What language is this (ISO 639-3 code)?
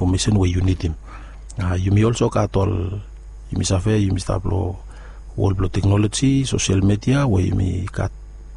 bis